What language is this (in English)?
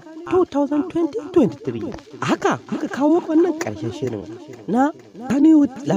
Hausa